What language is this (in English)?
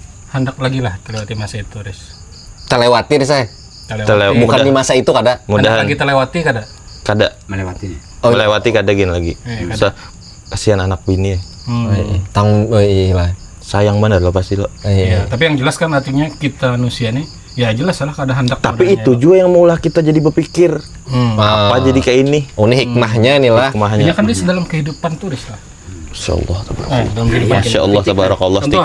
Banjar